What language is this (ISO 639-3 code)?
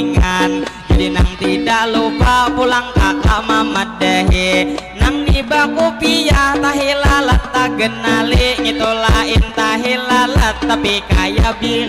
bjn